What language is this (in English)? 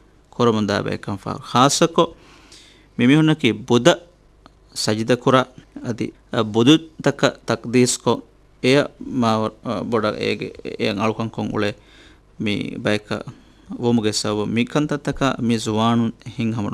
Divehi